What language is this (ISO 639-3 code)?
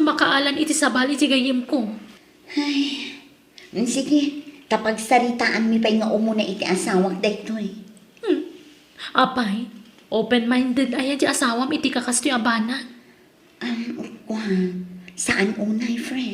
ilo